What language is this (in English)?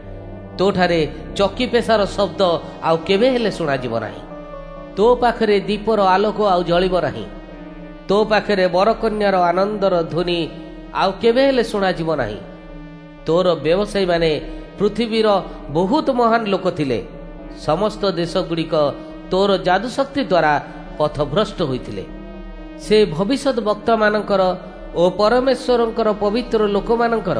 Odia